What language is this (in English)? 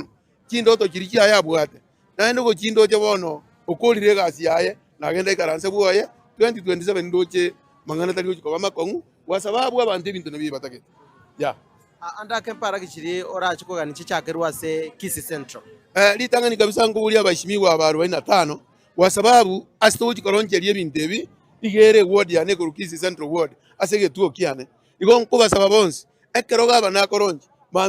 Gusii